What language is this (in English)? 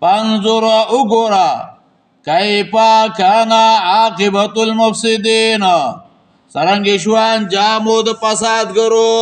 Pashto